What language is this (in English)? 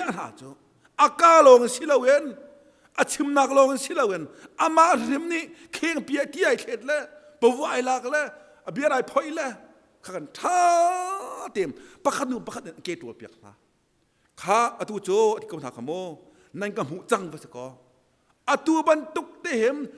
Hakha Chin